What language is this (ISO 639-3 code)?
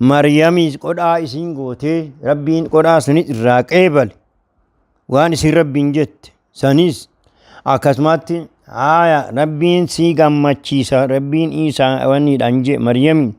orm